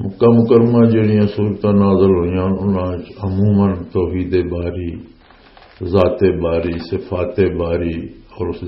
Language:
Western Panjabi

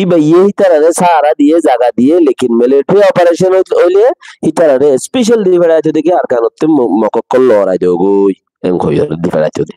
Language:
Rohingya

